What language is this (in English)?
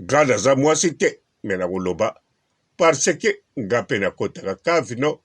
Lingala